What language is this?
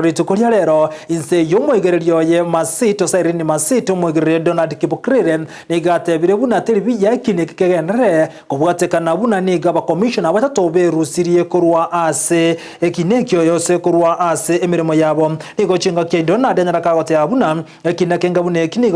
Gusii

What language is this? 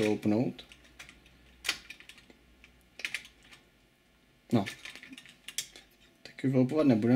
Czech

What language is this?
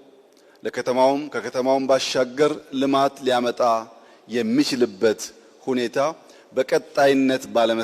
Amharic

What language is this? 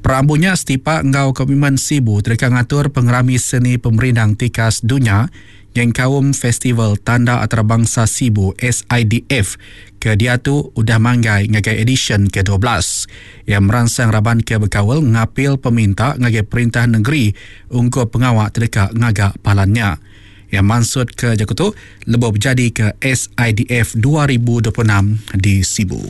Iban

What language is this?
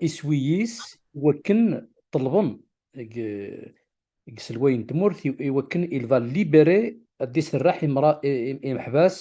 Kabyle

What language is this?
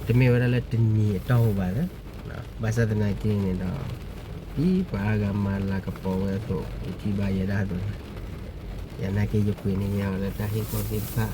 S'gaw Karen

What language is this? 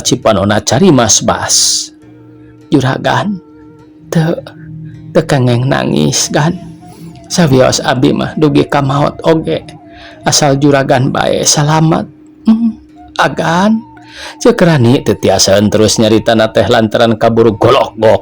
Sundanese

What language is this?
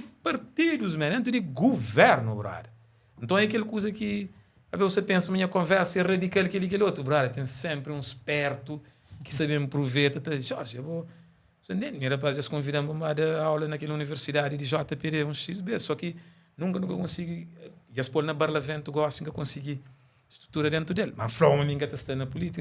Kabuverdianu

